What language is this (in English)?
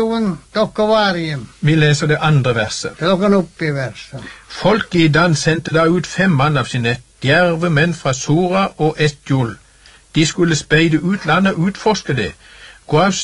Norwegian